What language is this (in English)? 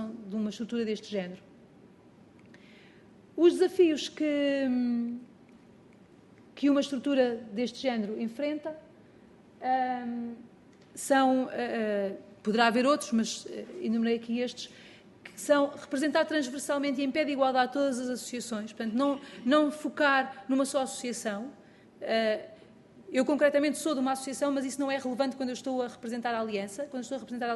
Portuguese